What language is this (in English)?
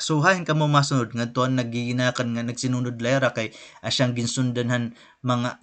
Waray